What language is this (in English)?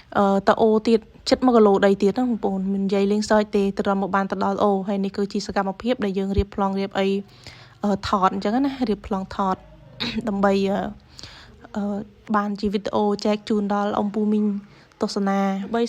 Khmer